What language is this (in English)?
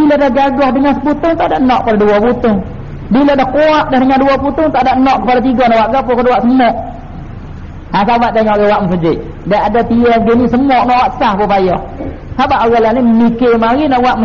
Malay